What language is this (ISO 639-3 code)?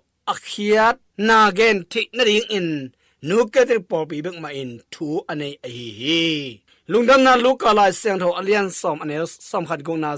ctd